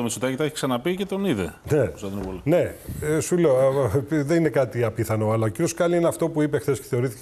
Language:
Greek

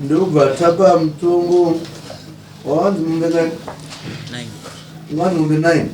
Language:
Shona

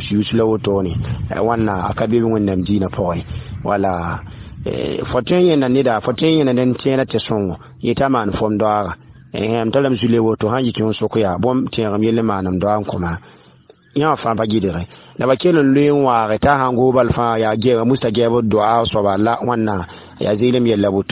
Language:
Mossi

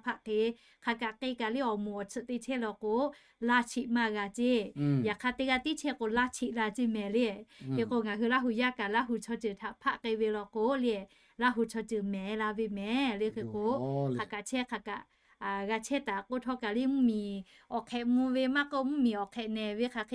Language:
Lahu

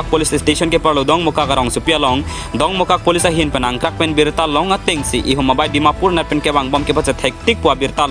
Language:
Karbi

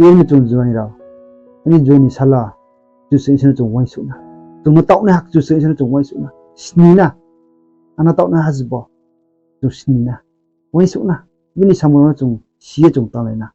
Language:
Riang (India)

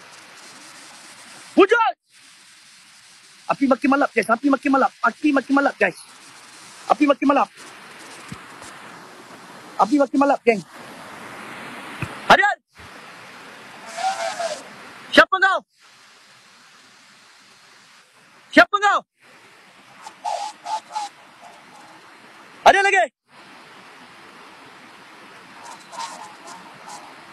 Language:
Malay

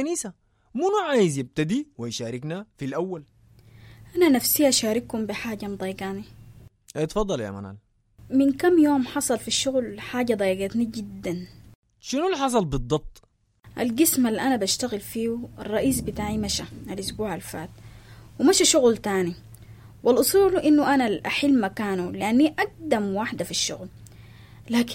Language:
Sudanese Arabic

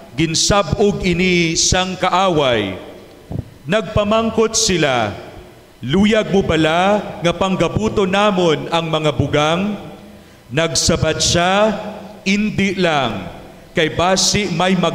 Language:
Hiligaynon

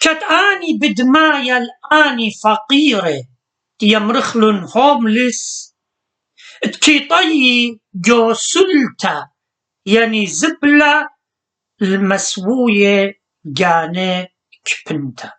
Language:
Assyrian Neo-Aramaic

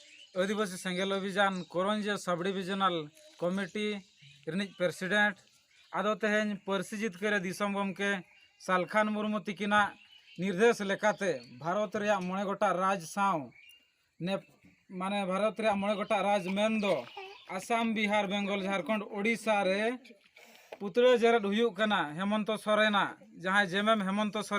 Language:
Santali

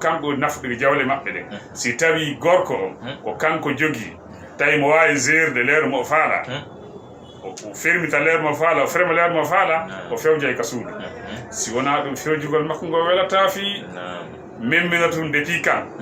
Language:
Fula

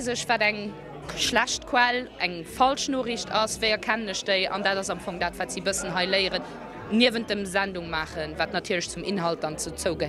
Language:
Luxembourgish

